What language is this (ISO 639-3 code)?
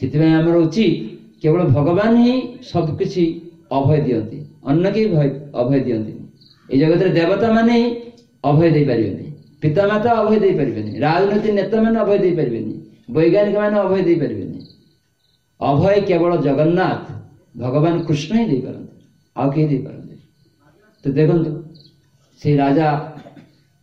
ori